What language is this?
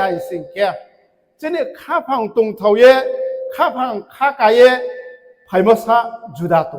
Riang (India)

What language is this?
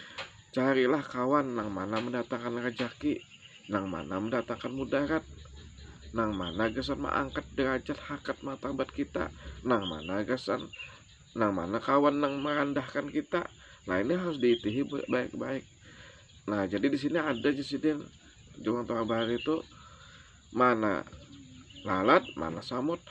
Banjar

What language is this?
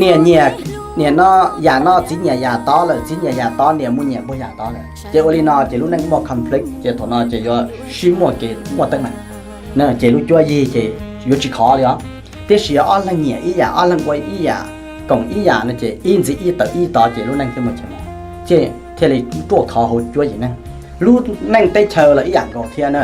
Hmong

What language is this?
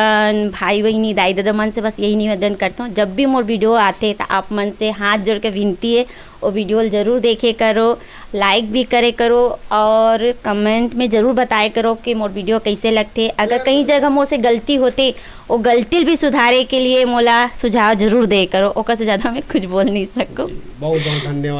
Chhattisgarhi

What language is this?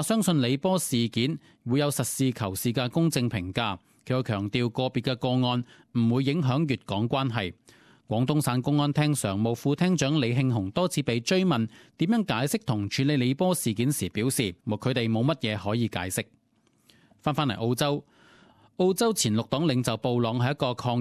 Cantonese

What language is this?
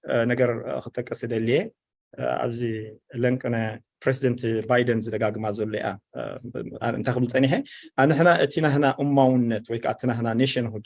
Tigrinya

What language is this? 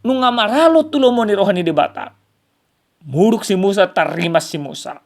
Batak Toba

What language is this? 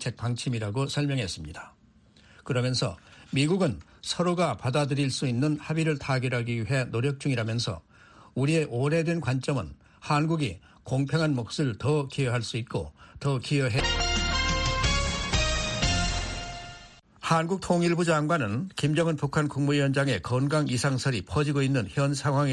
Korean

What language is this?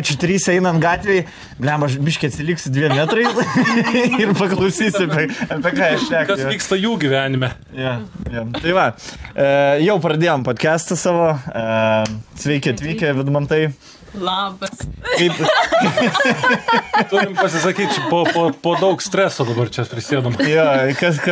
Lithuanian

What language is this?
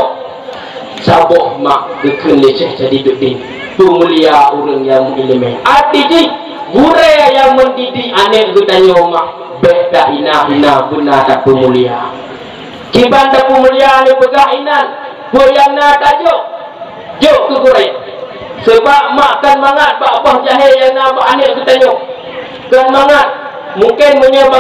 Achinese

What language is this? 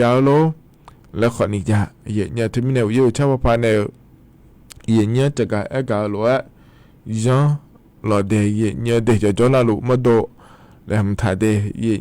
Akha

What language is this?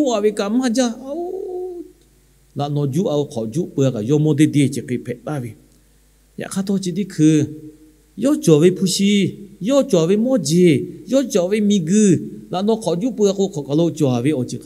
Lahu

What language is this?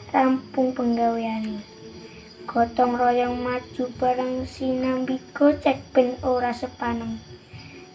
Javanese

